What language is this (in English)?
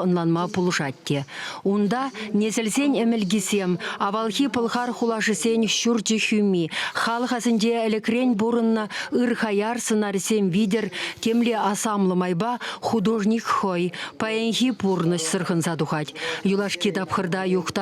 Chuvash